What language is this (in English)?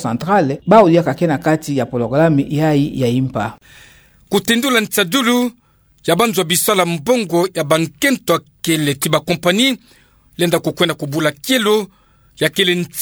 Kituba (Democratic Republic of Congo)